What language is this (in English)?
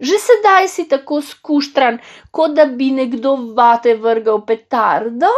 Slovenian